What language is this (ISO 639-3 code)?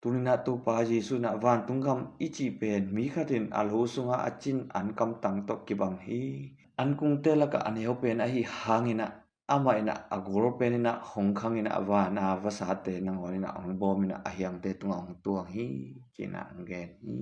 ctd